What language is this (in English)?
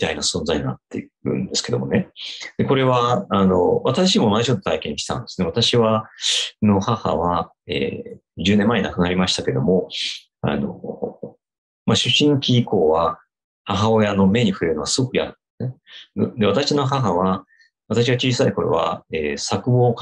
Japanese